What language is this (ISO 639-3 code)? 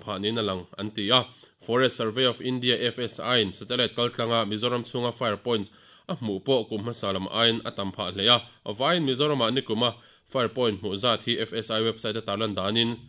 lus